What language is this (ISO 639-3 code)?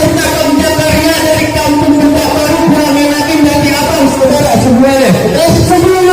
bew